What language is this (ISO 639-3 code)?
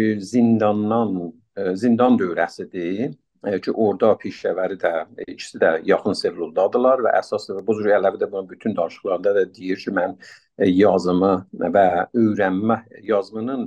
azb